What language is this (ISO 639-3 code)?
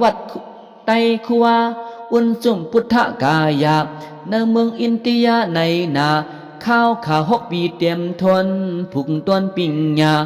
shn